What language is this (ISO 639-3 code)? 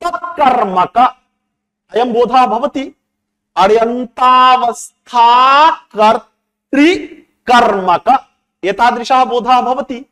san